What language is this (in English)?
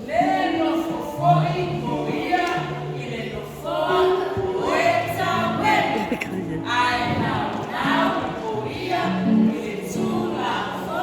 Samoan